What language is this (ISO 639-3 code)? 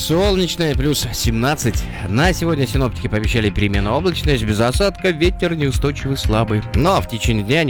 rus